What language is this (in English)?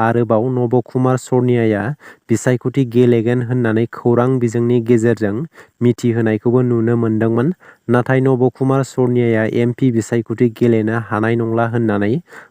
Bodo